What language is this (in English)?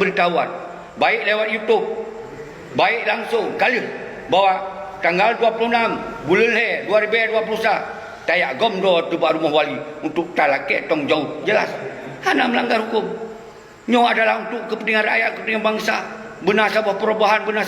Achinese